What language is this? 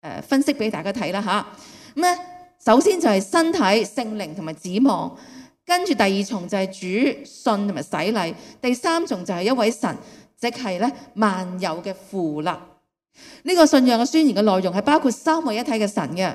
Cantonese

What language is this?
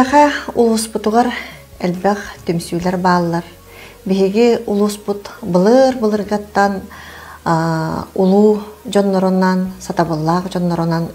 Yakut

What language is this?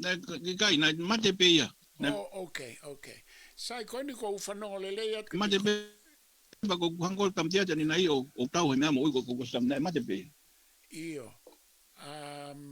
Tongan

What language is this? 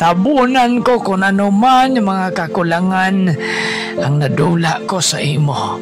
Hiligaynon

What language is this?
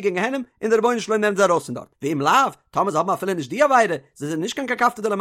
Yiddish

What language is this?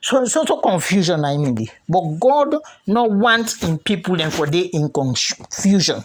Krio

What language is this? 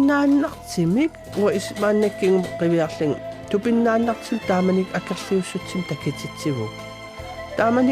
Kalaallisut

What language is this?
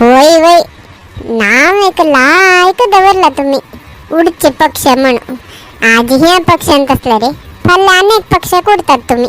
Konkani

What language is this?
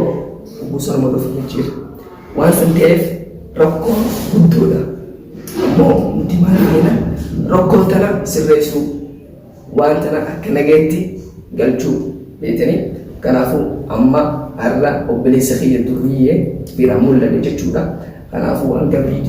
Oromo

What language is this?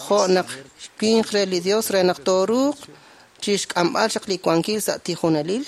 Kekchí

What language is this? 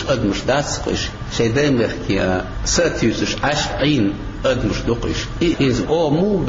Chechen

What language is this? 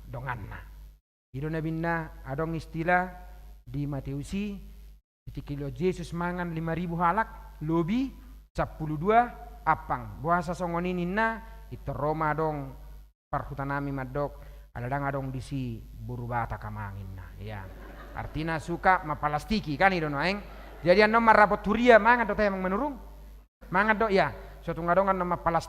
Batak Toba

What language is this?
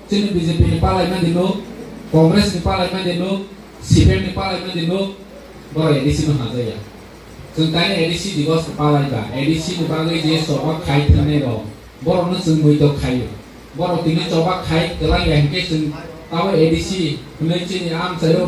Kok Borok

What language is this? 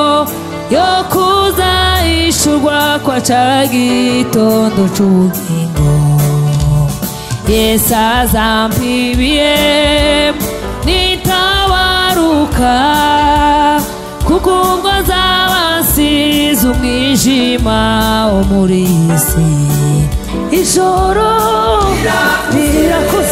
Kinyarwanda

